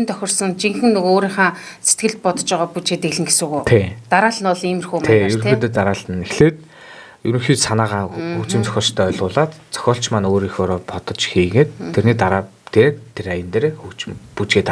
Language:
Mongolian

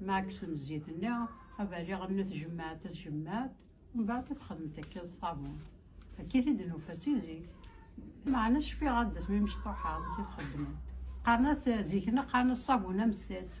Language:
Kabyle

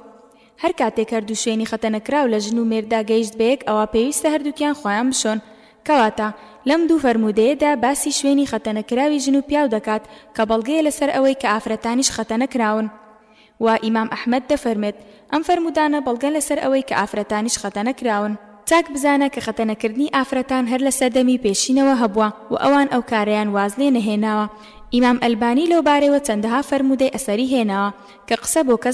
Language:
Central Kurdish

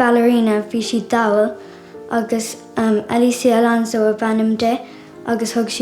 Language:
Irish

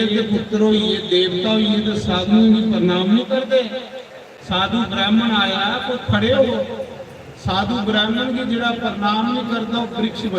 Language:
Dogri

